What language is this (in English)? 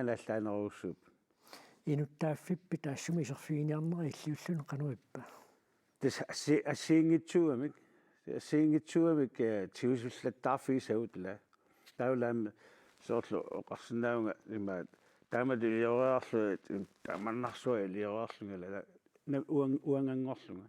Kalaallisut